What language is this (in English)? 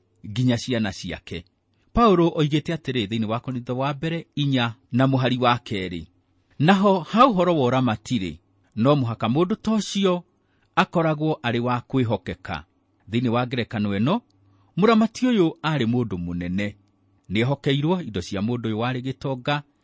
Kikuyu